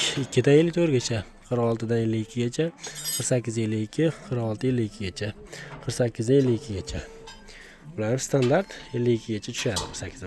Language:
Uzbek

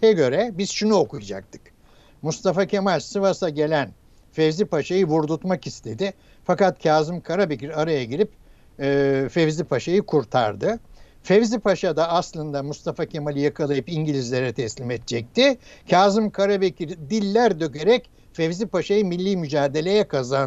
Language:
Turkish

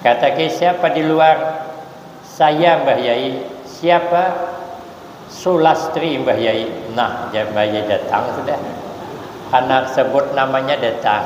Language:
Banjar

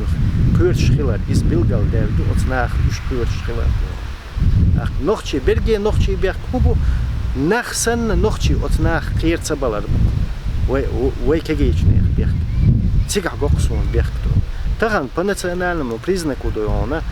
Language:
Chechen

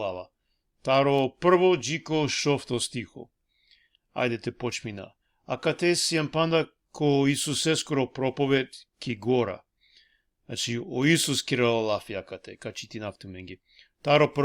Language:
Balkan Romani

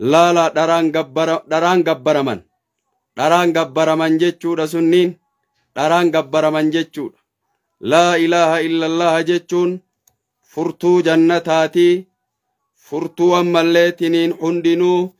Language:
Oromo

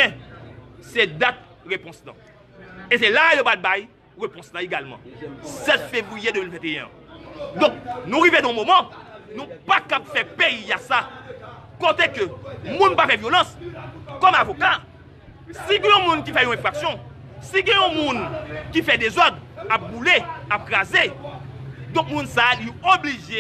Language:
Haitian Creole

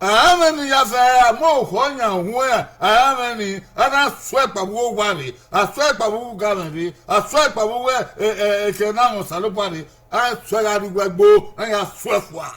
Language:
Bini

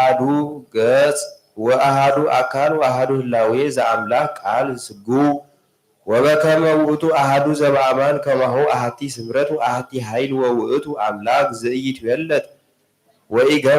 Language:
Geez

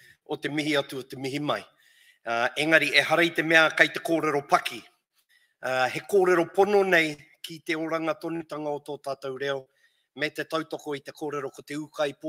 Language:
Māori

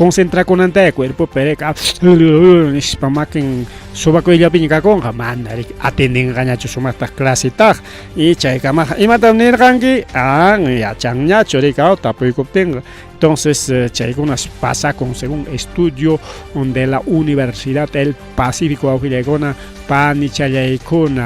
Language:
Ayacucho Quechua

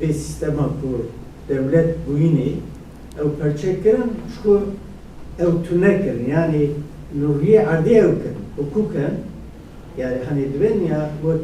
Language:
Kurdish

